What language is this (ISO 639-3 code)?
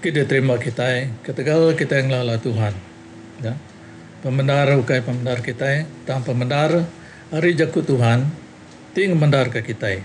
iba